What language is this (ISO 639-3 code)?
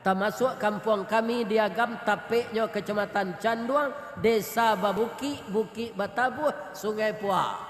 min